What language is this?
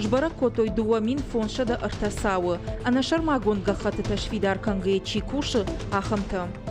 Ossetic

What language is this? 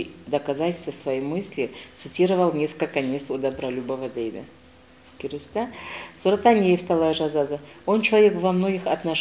Karachay-Balkar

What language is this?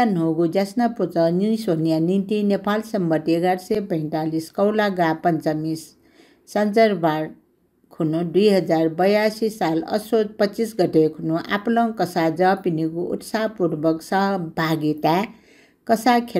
Newari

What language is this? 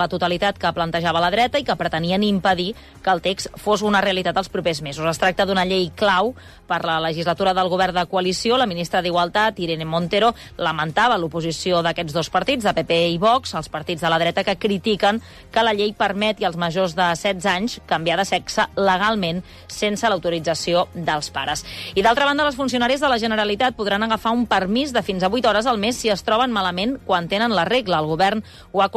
Catalan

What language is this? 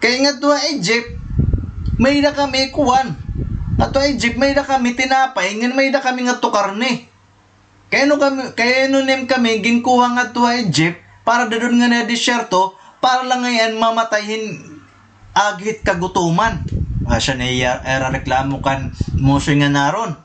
Waray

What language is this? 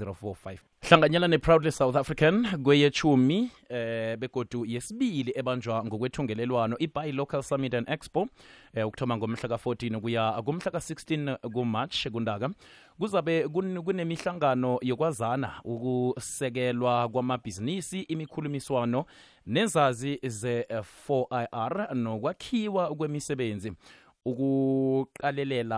South Ndebele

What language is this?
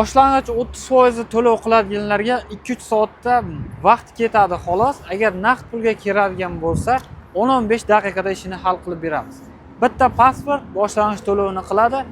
Uzbek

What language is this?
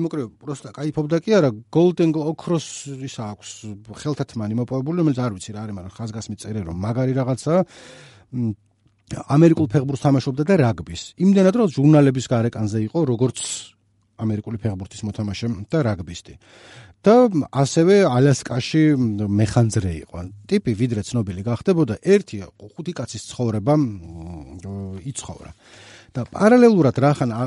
Georgian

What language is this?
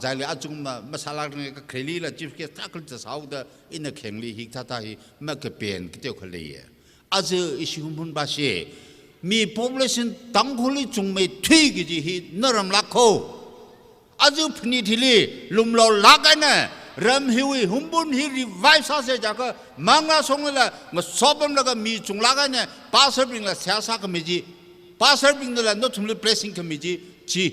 Tangkhul Naga (India)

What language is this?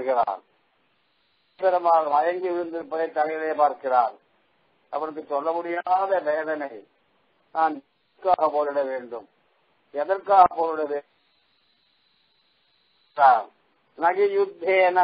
Tamil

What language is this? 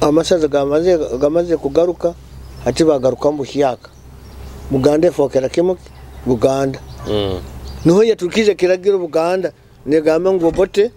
Nyoro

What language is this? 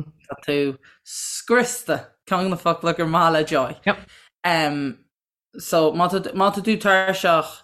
Irish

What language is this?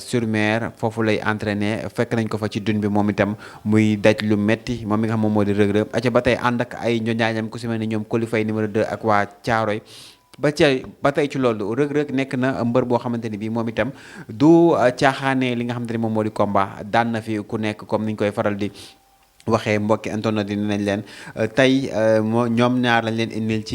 Wolof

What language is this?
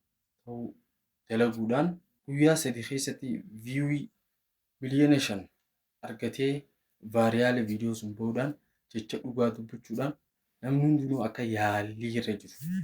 Oromo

